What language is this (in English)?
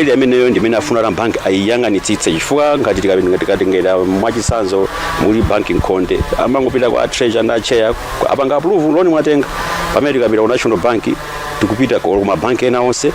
Nyanja